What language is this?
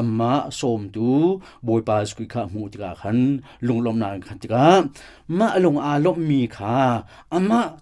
Hakha Chin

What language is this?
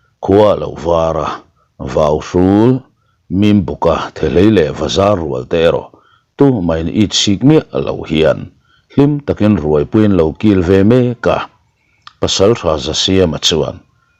Mizo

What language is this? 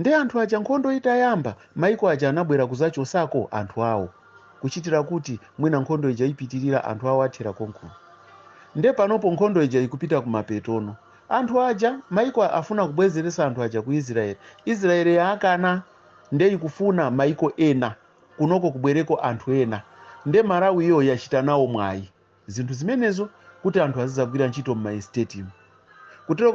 Nyanja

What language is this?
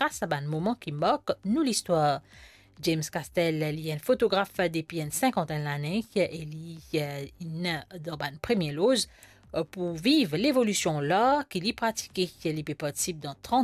Morisyen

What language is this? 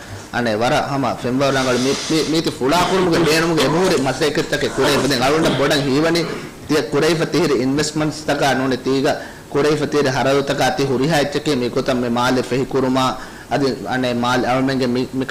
Divehi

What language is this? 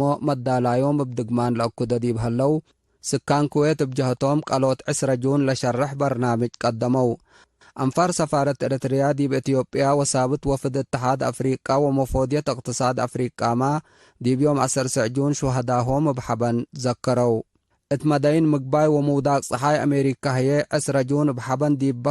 Tigre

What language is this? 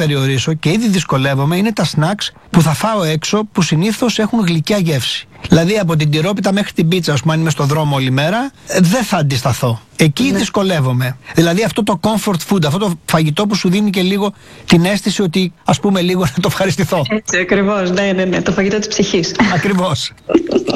Greek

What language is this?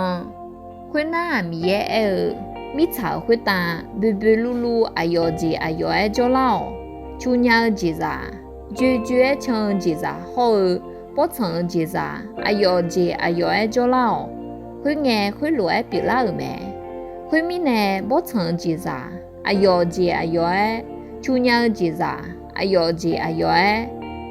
Akha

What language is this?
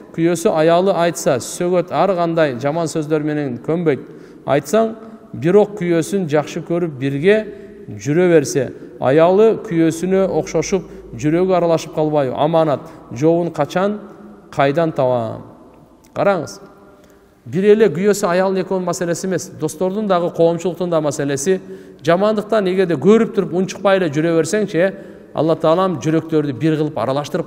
Kyrgyz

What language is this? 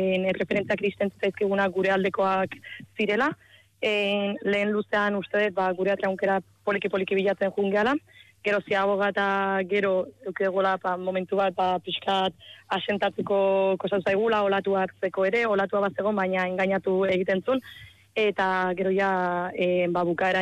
Basque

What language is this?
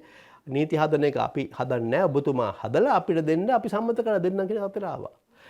Sinhala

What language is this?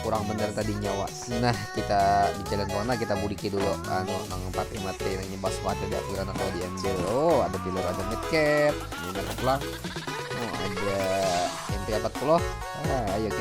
Banjar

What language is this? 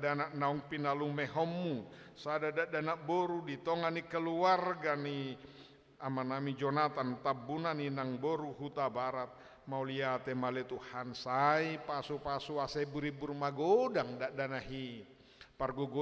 Batak Toba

